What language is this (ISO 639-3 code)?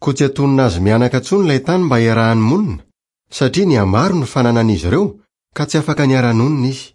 mlg